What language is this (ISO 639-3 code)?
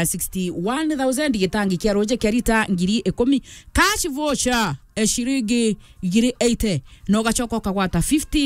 mer